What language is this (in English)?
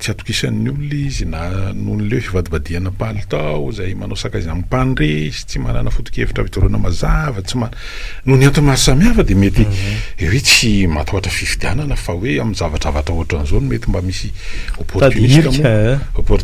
Malagasy